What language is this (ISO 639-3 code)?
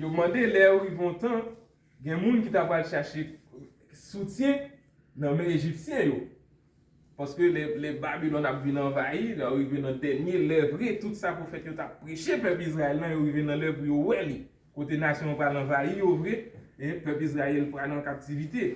hat